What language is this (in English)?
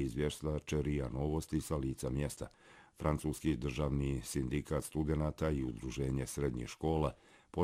Bosnian